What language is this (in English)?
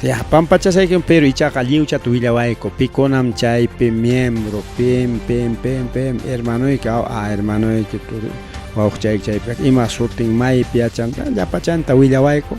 Ayacucho Quechua